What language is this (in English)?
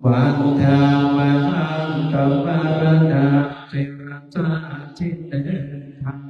Pali